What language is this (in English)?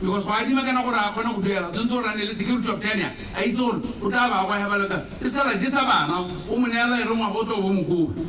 Tswana